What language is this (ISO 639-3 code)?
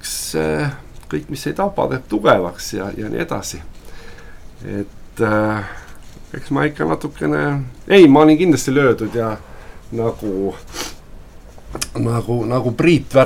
est